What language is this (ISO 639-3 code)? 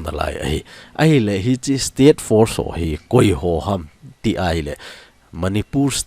tcz